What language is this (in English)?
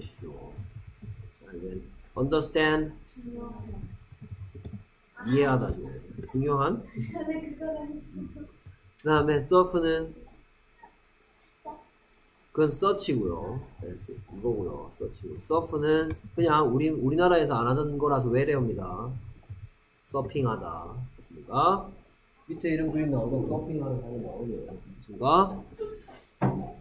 Korean